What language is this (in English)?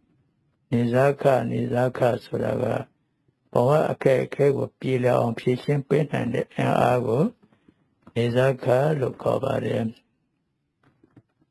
Burmese